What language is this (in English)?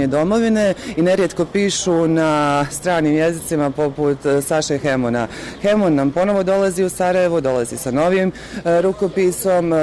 Bosnian